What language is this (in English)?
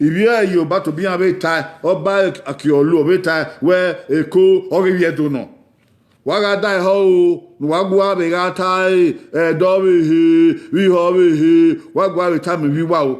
Bini